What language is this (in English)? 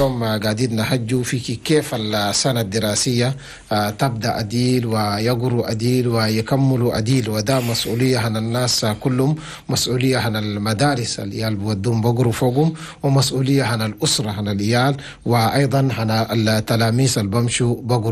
Chadian Arabic